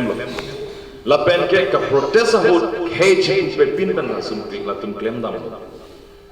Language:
Karbi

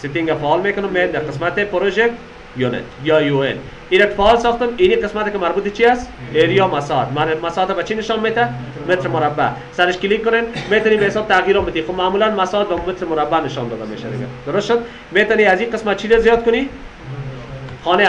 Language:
Persian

